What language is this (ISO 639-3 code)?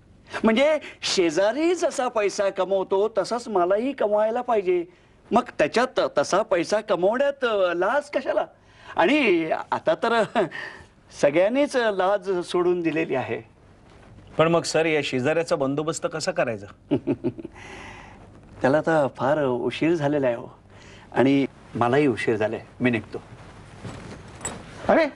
mar